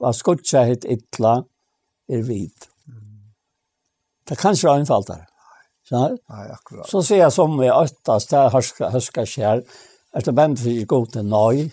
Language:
Faroese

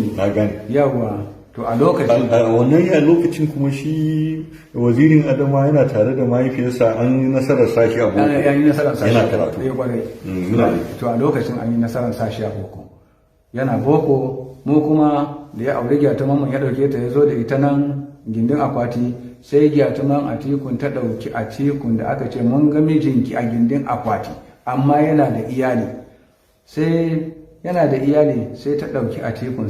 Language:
Hausa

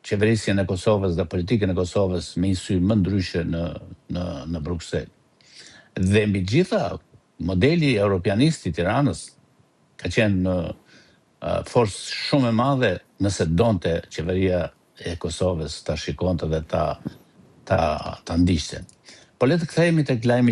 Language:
Albanian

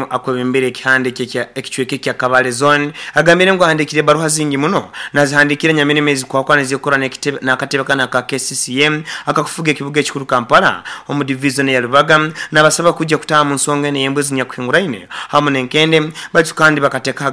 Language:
Nyoro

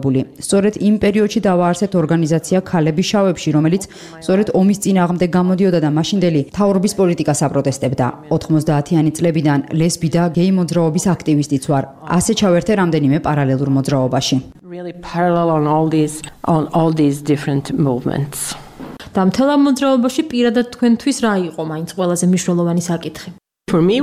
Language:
Georgian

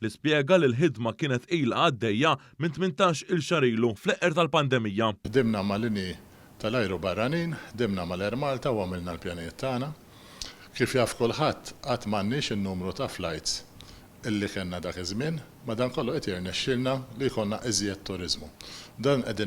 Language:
Maltese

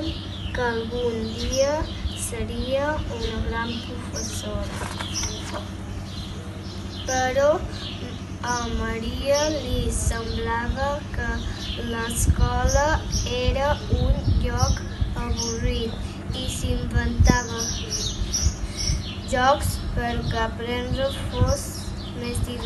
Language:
Catalan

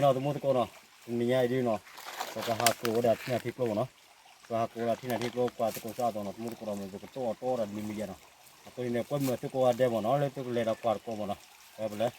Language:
S'gaw Karen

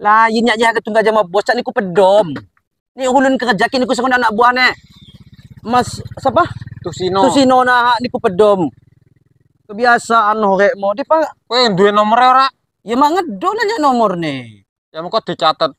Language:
Lampung Api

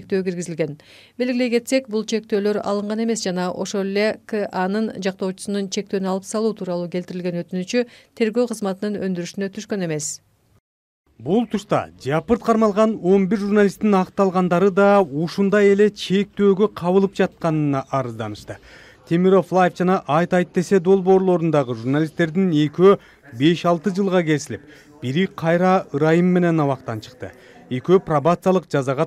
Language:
Kyrgyz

